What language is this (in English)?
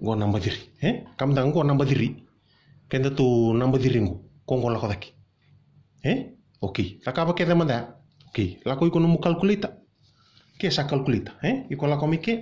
Fijian